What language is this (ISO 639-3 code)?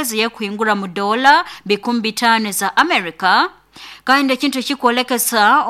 nyo